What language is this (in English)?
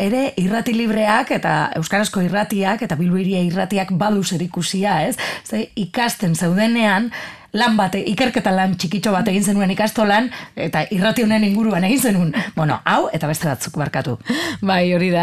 Basque